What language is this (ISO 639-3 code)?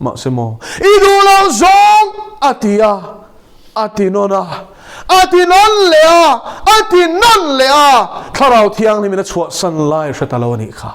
lus